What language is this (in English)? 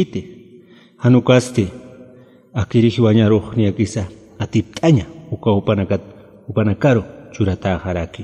Aymara